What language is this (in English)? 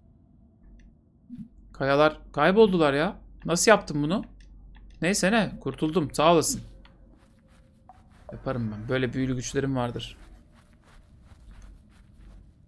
Turkish